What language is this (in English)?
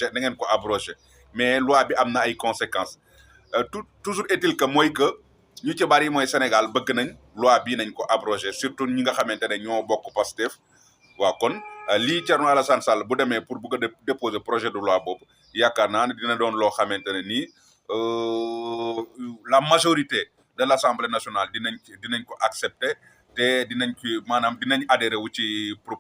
Wolof